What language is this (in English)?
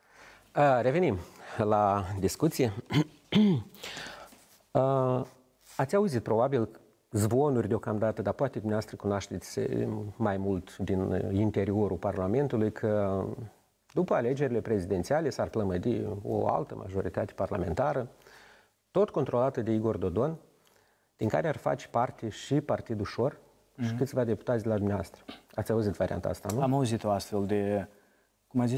Romanian